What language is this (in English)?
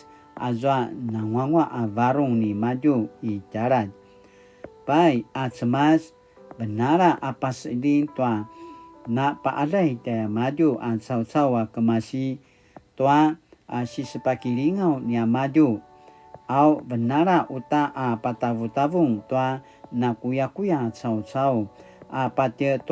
Paiwan